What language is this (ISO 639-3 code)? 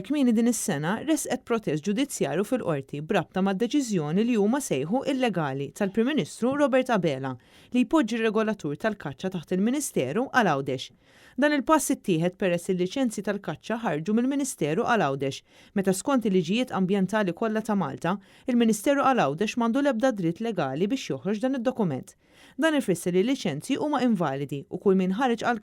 mlt